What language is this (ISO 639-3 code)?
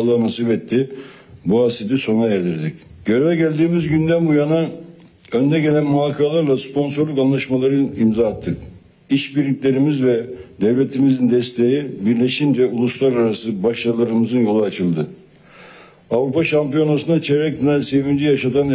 tur